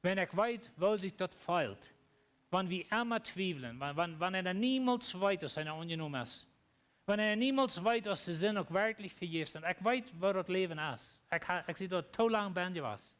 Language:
Plautdietsch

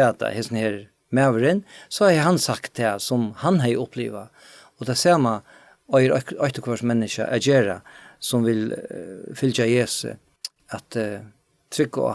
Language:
Faroese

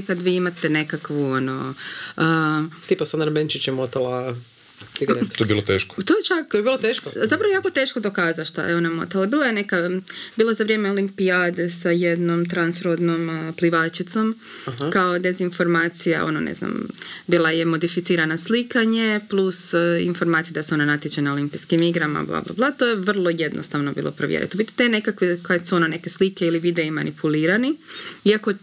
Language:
Croatian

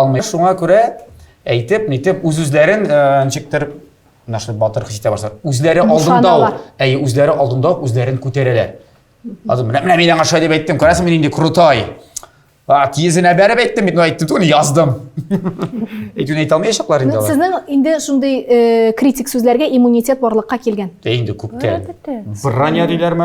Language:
Tatar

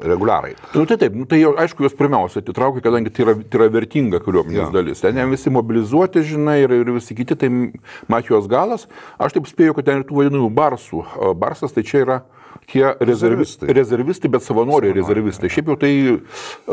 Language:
Lithuanian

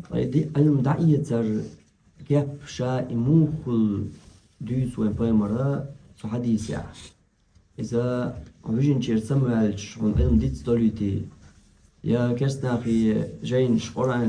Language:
Chechen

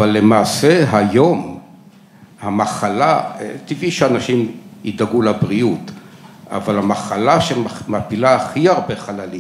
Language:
Hebrew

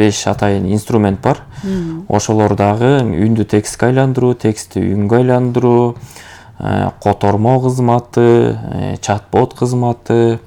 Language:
Kyrgyz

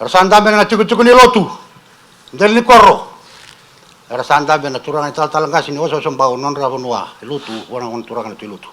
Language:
Fijian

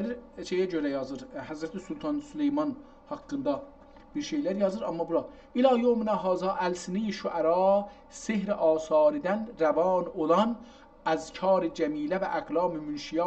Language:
South Azerbaijani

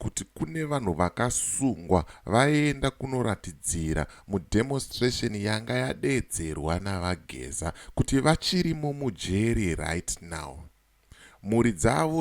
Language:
Shona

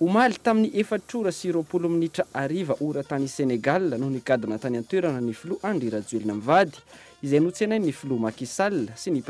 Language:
Malagasy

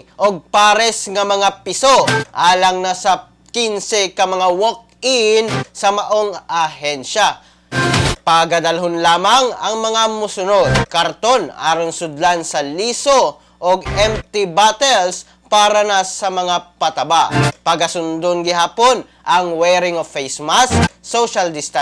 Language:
Cebuano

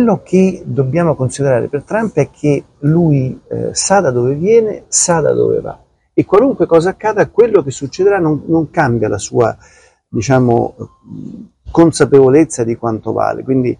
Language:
Italian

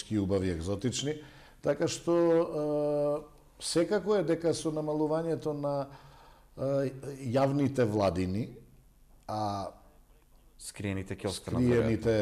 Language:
Macedonian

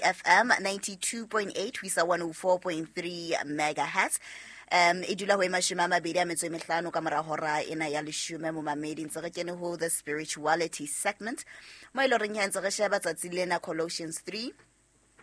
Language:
Southern Sotho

